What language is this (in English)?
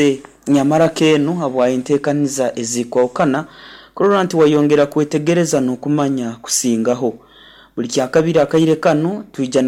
Nyoro